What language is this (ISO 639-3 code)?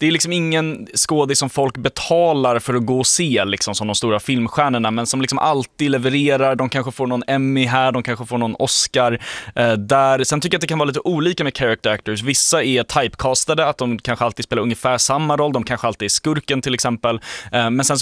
swe